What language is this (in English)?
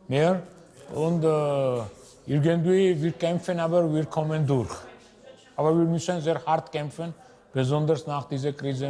Romansh